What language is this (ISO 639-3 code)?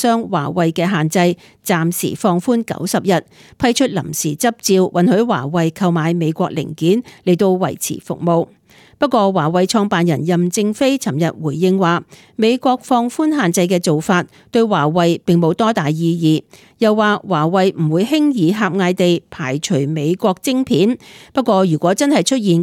yue